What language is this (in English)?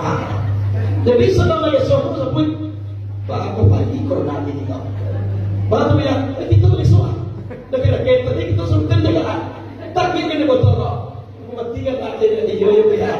Minangkabau